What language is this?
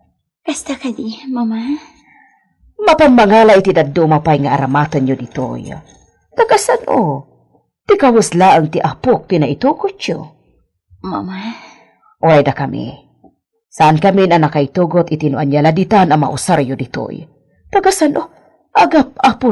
Iloko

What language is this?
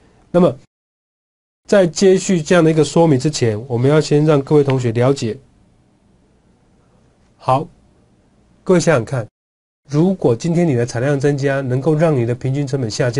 Chinese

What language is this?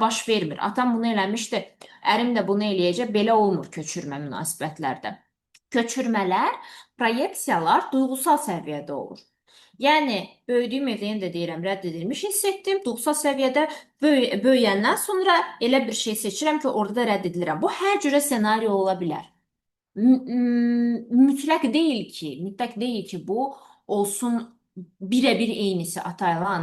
Azerbaijani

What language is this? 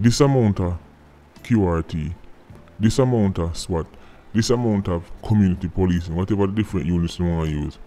Jamaican Creole English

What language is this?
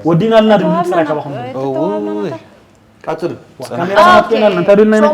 Tigrinya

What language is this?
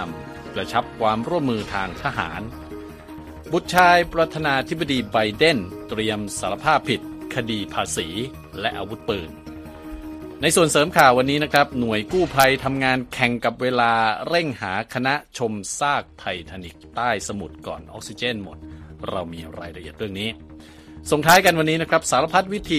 Thai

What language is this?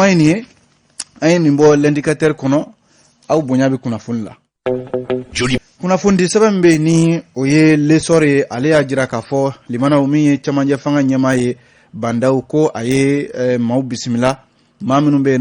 Bambara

